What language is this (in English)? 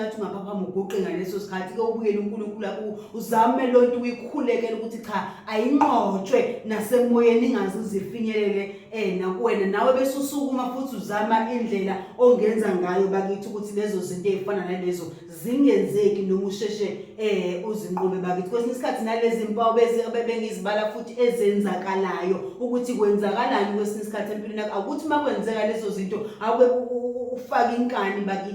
Zulu